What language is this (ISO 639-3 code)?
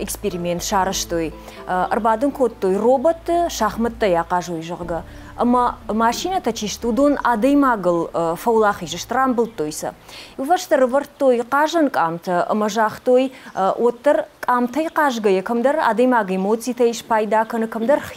oss